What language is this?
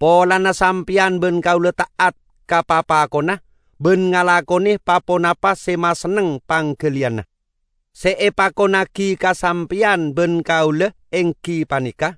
Madurese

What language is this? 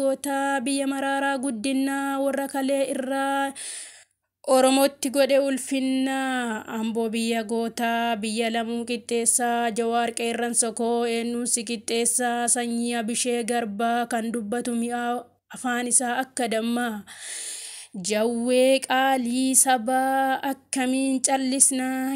Oromo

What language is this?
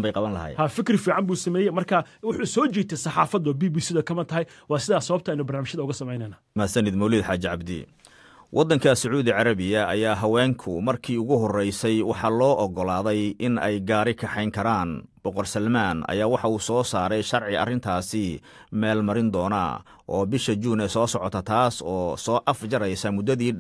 Somali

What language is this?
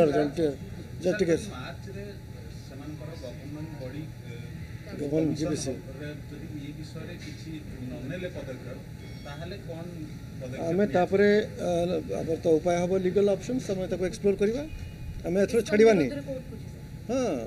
Odia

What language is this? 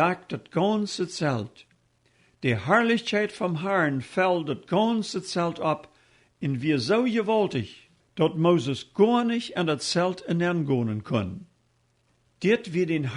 Plautdietsch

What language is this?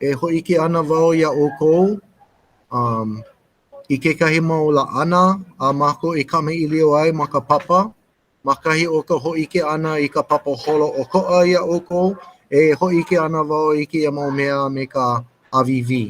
Hawaiian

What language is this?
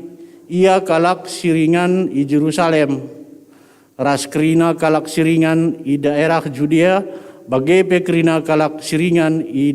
Batak Karo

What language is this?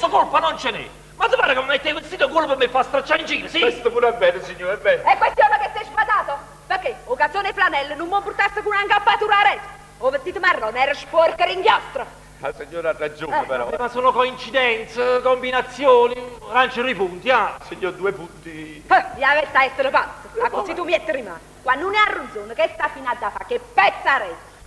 Neapolitan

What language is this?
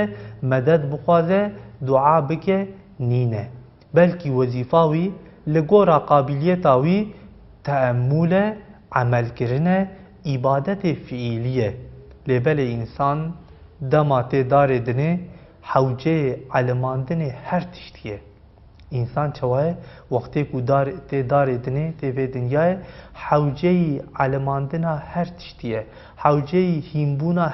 Kurdish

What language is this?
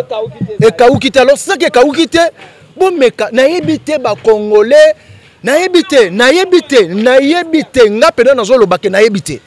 Lingala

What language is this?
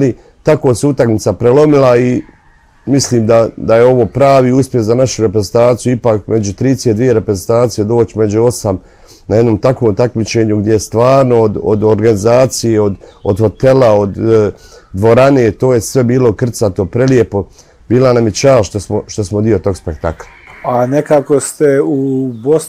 Bosnian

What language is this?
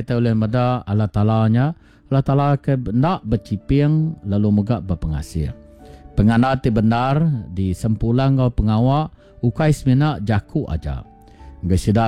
Iban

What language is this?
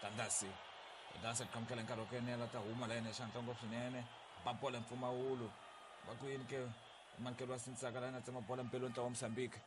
Tsonga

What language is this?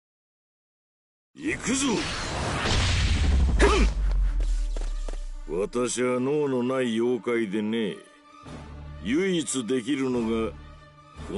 Japanese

